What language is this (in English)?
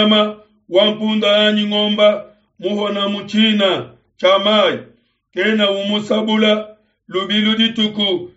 Luba-Lulua